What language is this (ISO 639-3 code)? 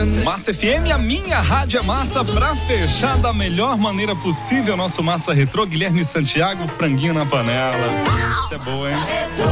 por